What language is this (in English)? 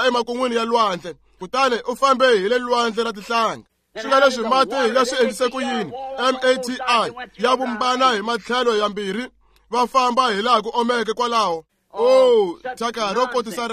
Tsonga